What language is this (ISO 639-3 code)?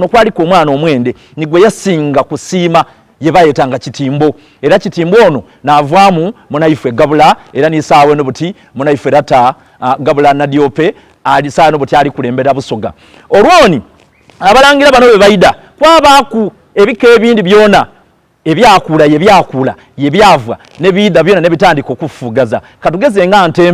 xog